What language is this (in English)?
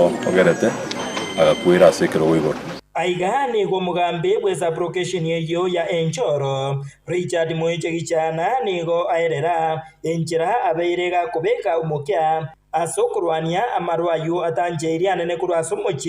Gusii